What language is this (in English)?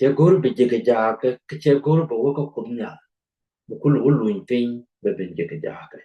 Nuer